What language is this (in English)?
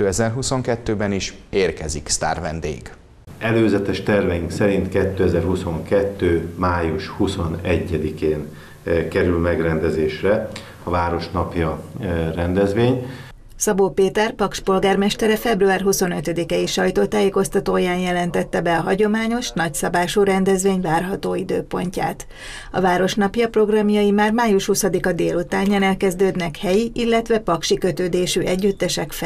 Hungarian